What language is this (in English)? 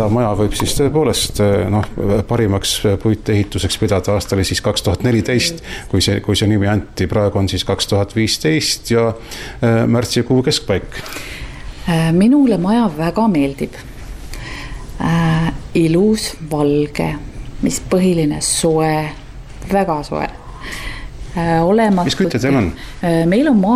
Estonian